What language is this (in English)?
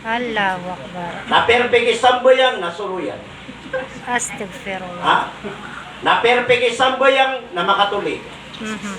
Maranao